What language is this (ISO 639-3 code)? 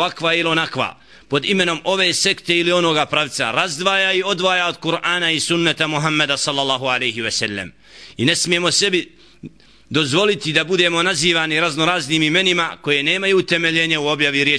bos